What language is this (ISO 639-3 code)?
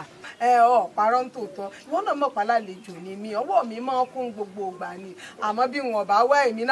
yor